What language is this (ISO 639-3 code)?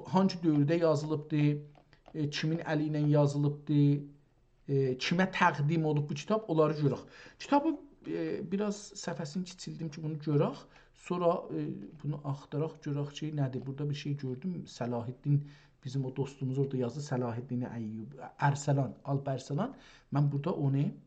azb